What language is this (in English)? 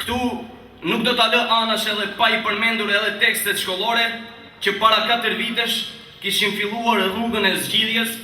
Albanian